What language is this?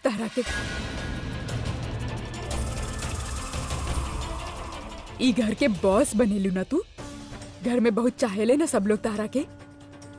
Bhojpuri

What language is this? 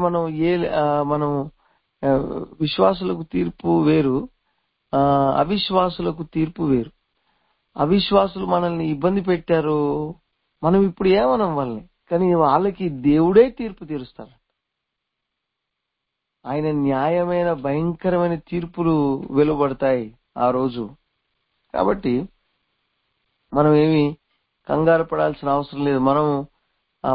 Telugu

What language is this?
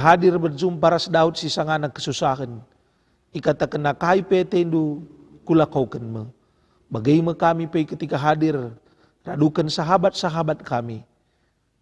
Batak Karo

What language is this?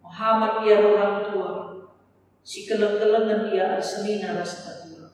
Batak Karo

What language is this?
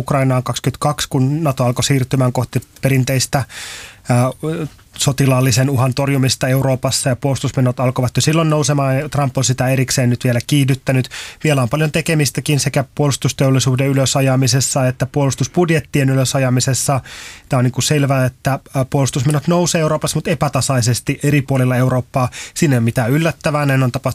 Finnish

